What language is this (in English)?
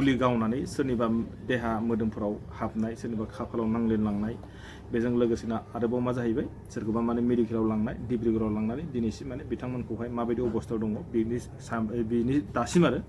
Bodo